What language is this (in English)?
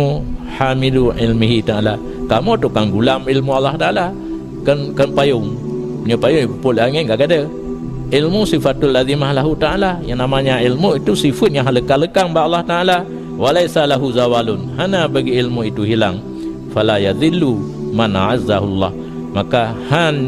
Achinese